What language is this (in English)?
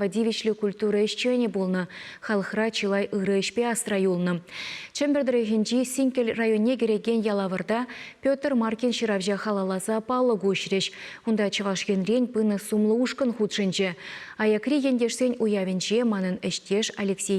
Chuvash